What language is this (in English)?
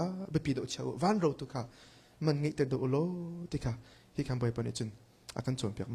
Hakha Chin